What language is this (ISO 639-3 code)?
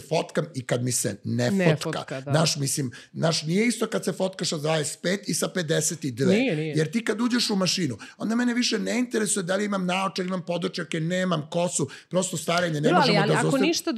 srp